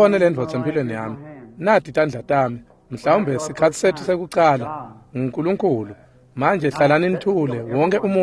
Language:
Swati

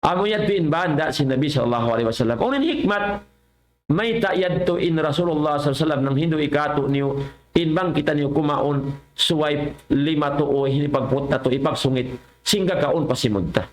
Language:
Tausug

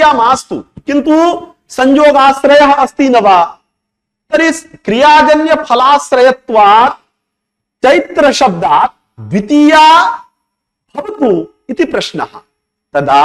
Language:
Sanskrit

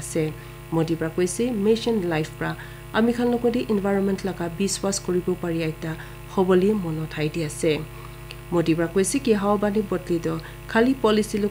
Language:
Naga Pidgin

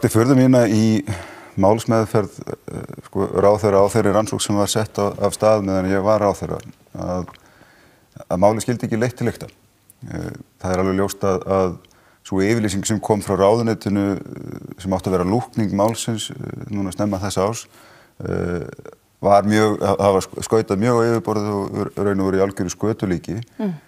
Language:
Icelandic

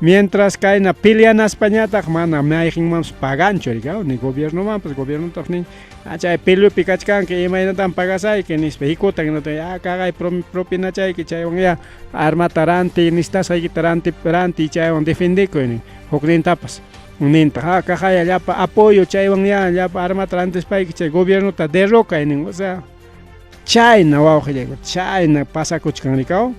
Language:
Ayacucho Quechua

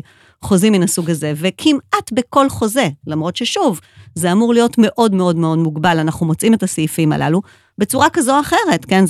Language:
Hebrew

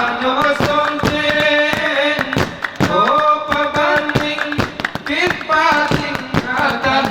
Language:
Gayo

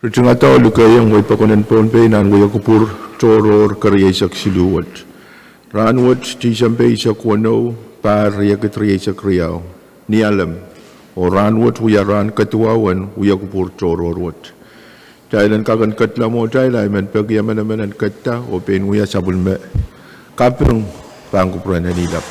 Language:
Pohnpeian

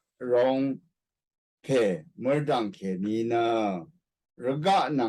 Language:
Rawang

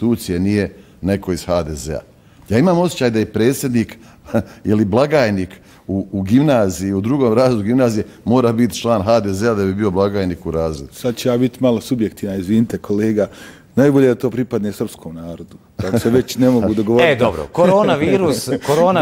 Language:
Bosnian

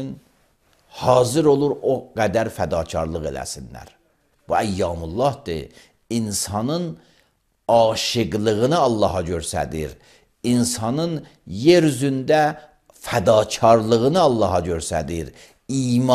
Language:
Azerbaijani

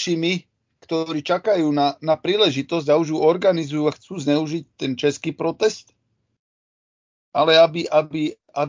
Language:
Slovak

